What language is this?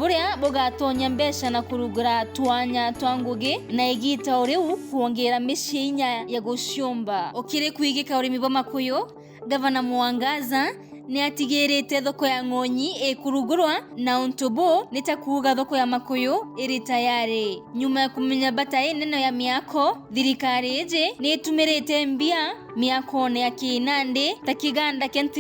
Meru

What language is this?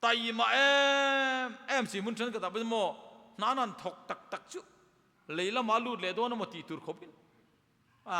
Mizo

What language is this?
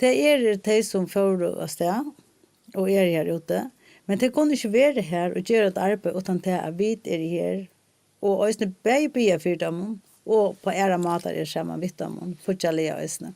Faroese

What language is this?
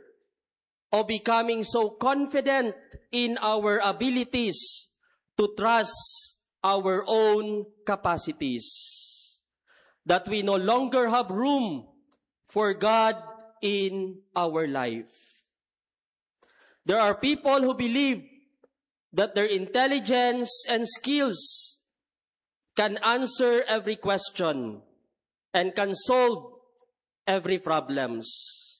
English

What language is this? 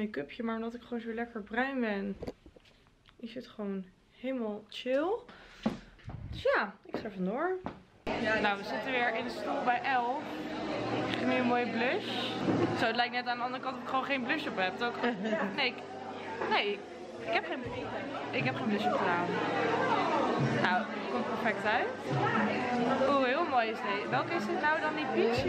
Dutch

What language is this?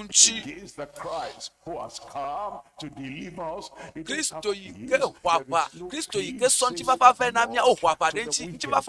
Ewe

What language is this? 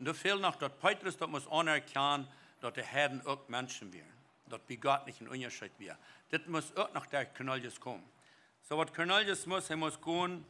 Plautdietsch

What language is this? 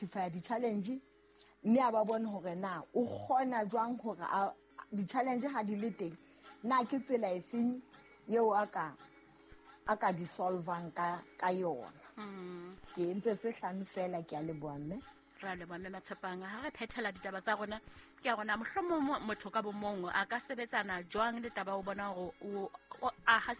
Southern Sotho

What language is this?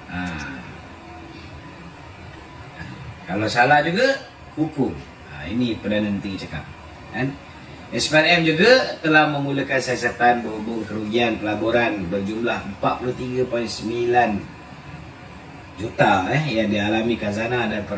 Malay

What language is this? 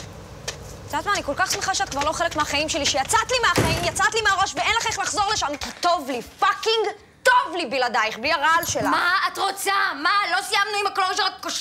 Hebrew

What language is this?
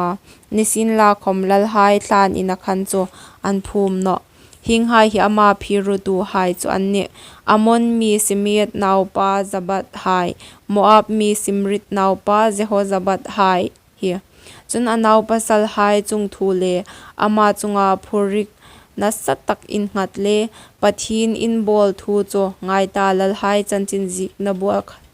Hmar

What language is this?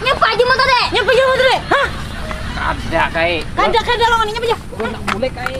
Banjar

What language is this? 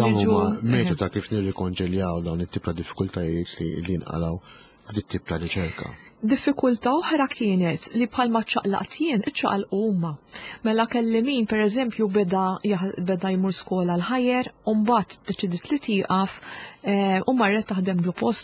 Maltese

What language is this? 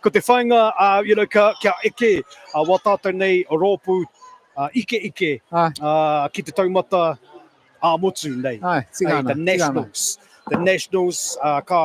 Māori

